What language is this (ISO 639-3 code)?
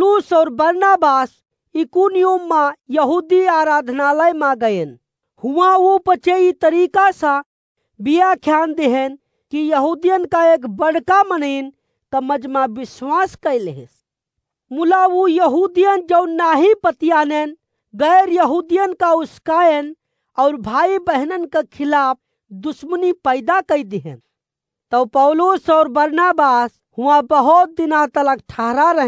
awa